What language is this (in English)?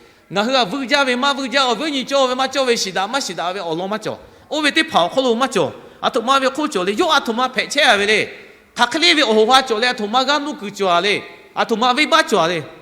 Lahu